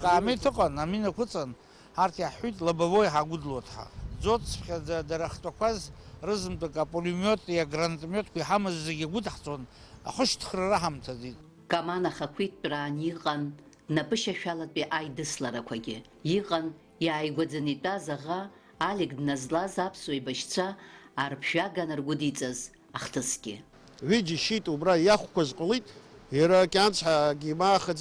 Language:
Abkhazian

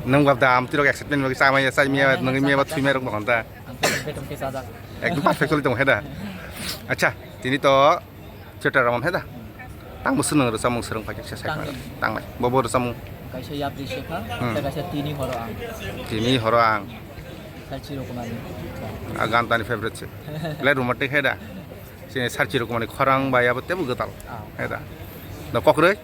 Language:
Kok Borok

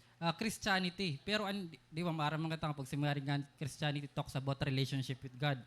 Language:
Waray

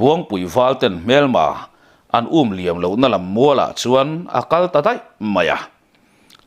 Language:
Mizo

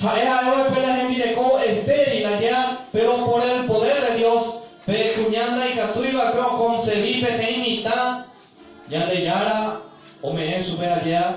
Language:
Guarani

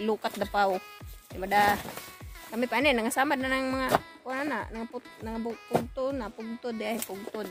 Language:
Cebuano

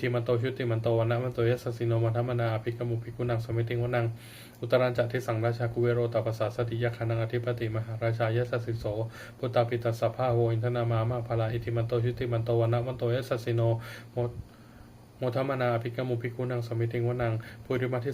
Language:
Pali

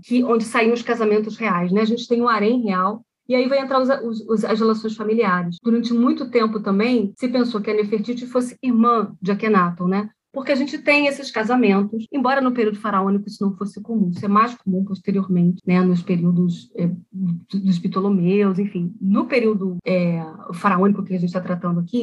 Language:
Portuguese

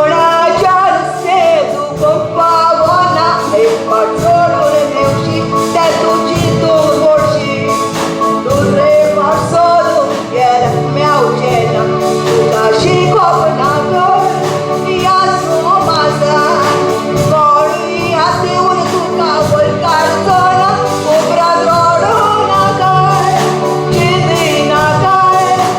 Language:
Konkani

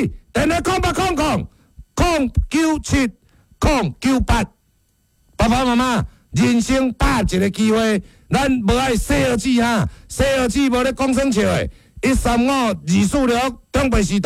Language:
Min Nan Chinese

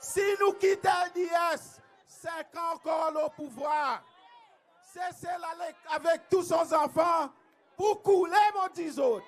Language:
Seselwa Creole French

